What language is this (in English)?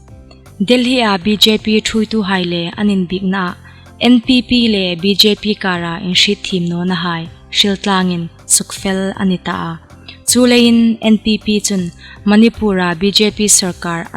Hmar